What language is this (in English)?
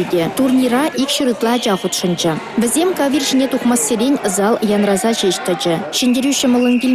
Chuvash